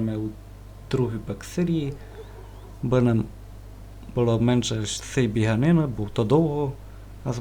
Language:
Rusyn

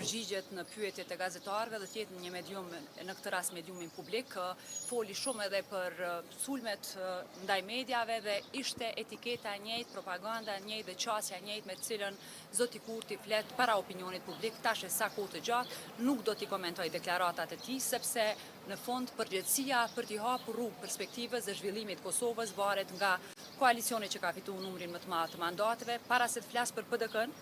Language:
Albanian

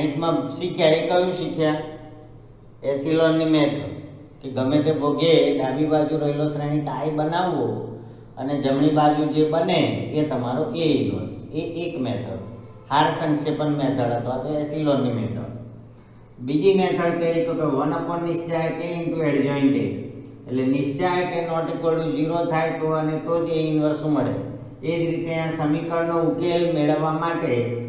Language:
Gujarati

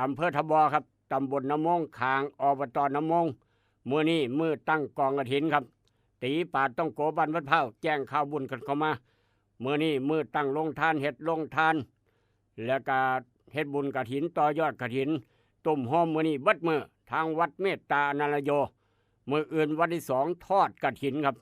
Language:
Northeastern Thai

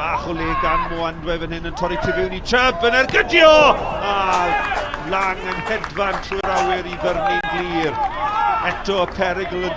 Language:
Welsh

